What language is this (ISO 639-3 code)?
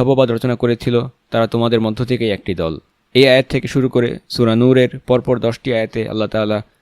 ben